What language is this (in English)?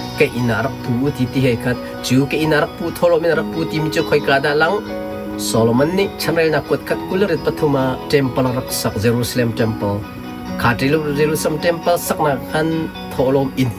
Hakha Chin